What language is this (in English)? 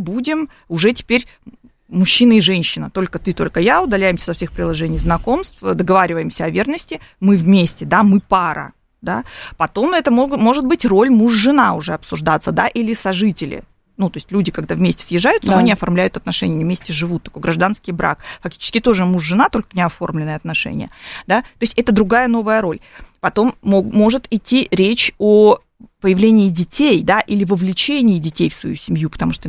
Russian